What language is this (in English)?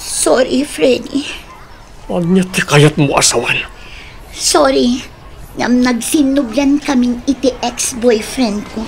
Iloko